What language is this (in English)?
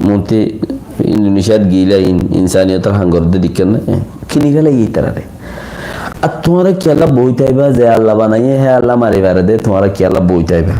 Rohingya